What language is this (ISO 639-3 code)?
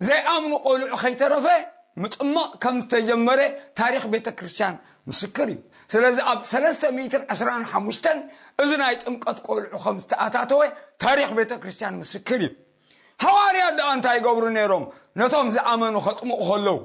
tir